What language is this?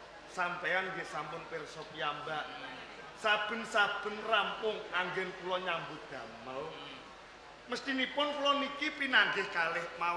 Javanese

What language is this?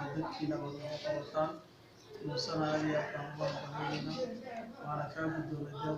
Somali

